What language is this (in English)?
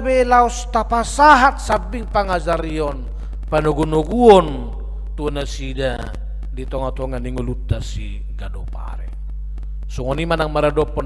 Batak Toba